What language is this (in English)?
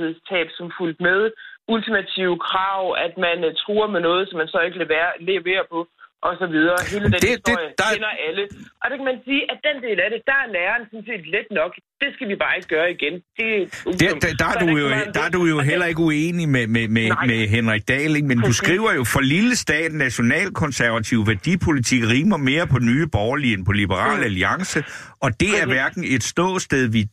Danish